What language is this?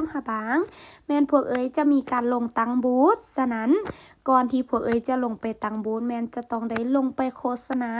Lao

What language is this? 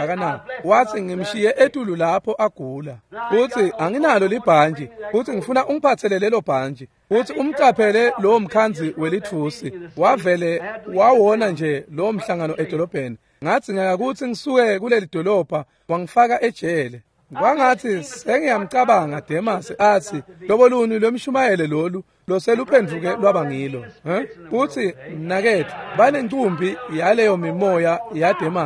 Swati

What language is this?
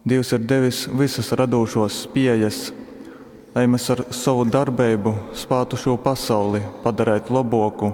Latgalian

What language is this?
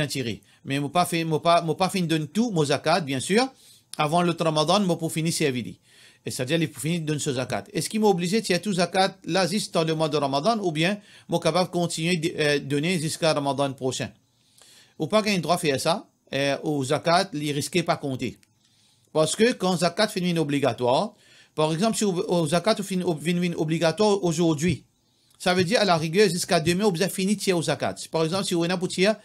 Morisyen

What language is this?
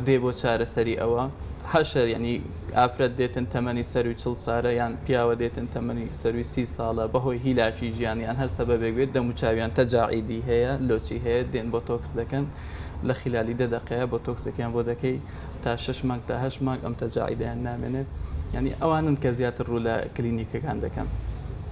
Central Kurdish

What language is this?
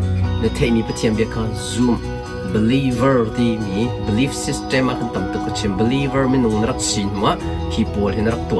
Hakha Chin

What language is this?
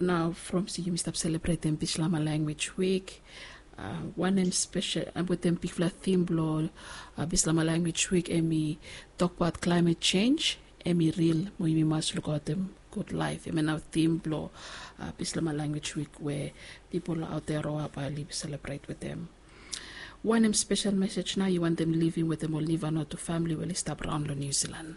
Bislama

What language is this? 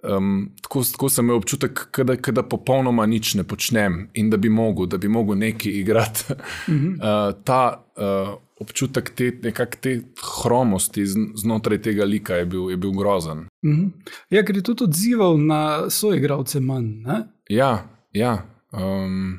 Slovenian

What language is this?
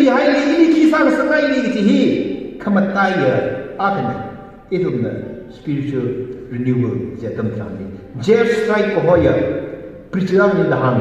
Tangkhul Naga (India)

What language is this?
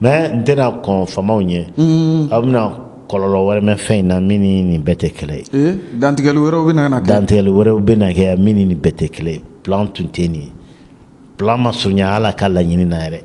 Bambara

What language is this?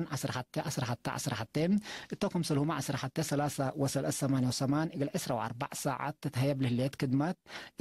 Tigre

